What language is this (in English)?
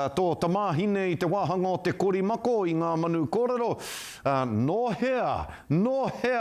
Māori